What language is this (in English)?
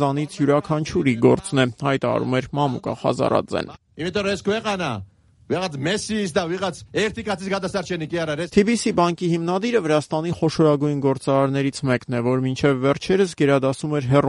Armenian